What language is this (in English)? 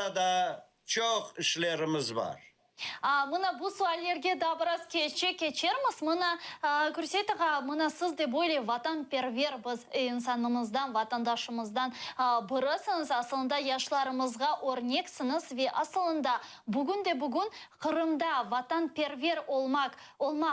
Crimean Tatar